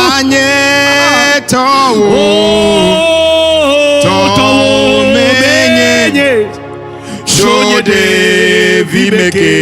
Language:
Ewe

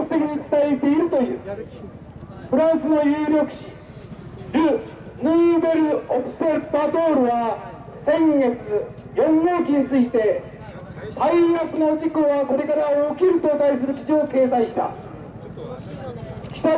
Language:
Japanese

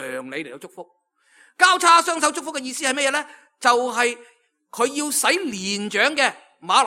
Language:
Cantonese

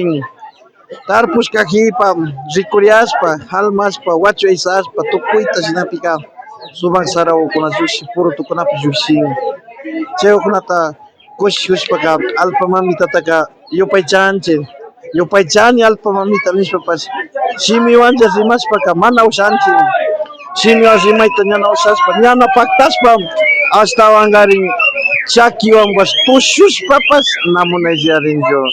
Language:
Imbabura Highland Quichua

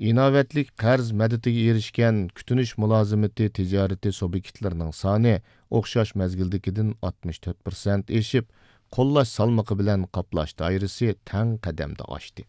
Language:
Uyghur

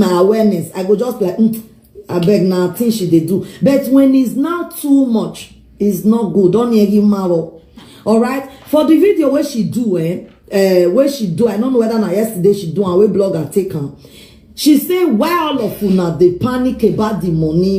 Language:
Nigerian Pidgin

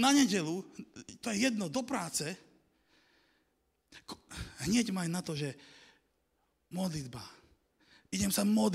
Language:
Slovak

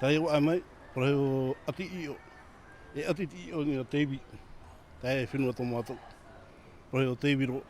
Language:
Tahitian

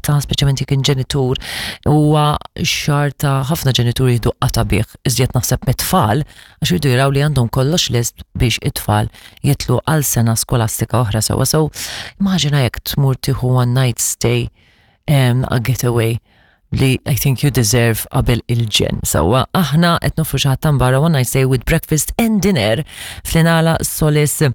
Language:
Maltese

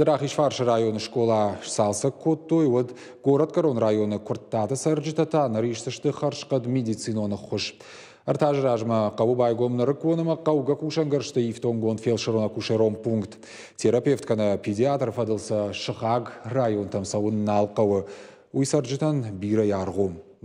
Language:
Ossetic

